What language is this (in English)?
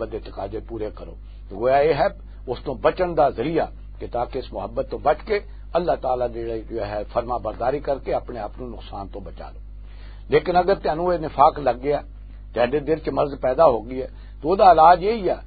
Western Panjabi